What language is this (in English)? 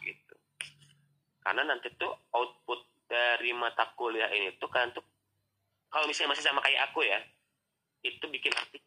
Indonesian